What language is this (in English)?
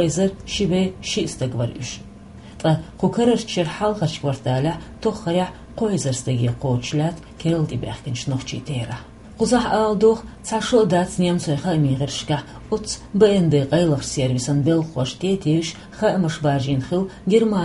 Chechen